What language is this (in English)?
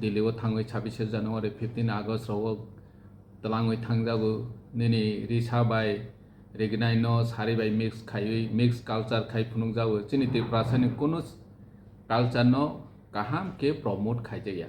Kok Borok